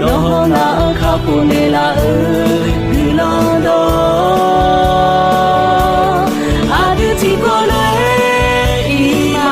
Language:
Akha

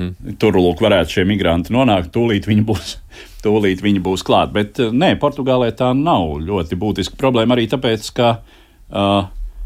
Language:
Latvian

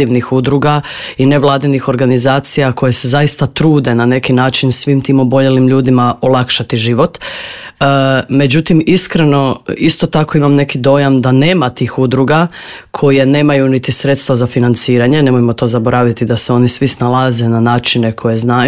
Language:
Croatian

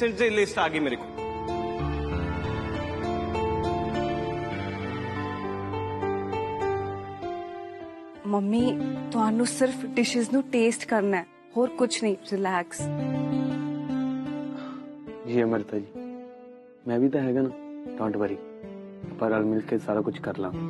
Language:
Punjabi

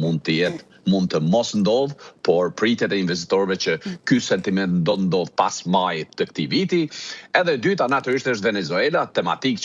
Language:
Albanian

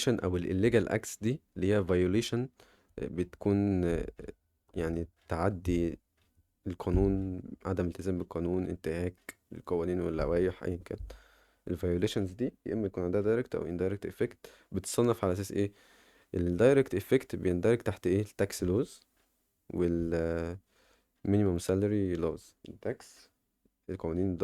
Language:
Egyptian Arabic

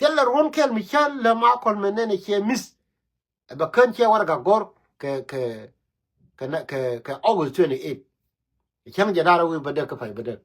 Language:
Nuer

